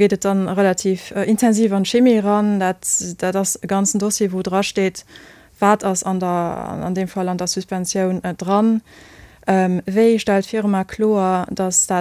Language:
Luxembourgish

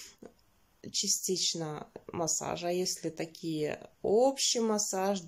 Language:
Russian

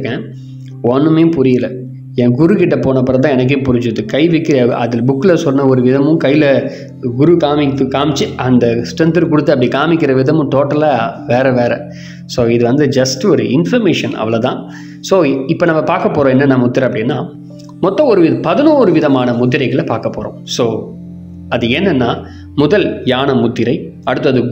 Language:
Tamil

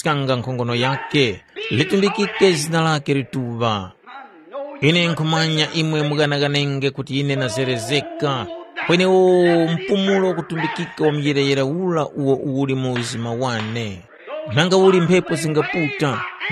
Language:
Tumbuka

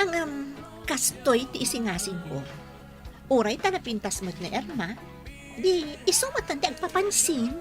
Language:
Iloko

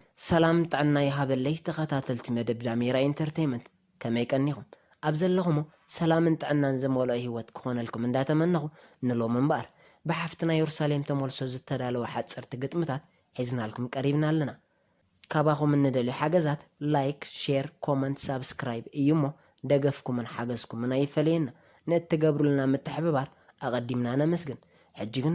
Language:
Tigrinya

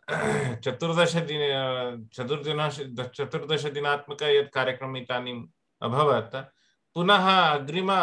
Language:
Sanskrit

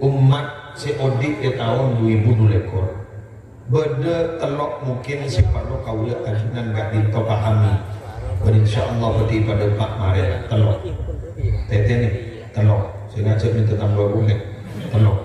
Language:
Madurese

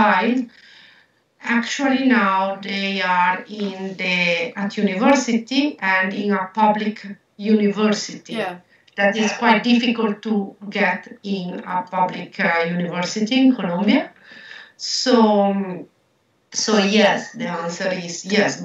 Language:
English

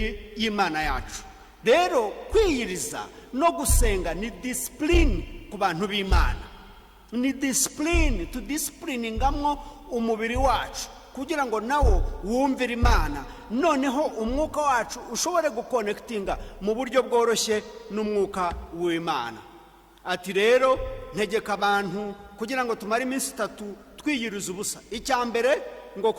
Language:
Kinyarwanda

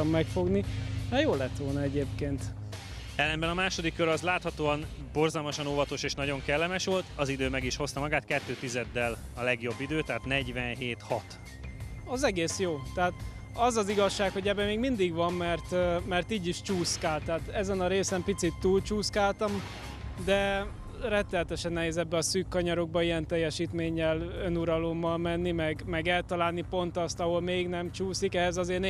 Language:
Hungarian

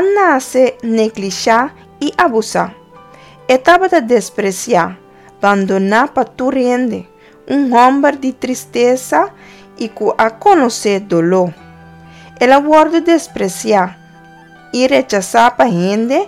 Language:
Papiamento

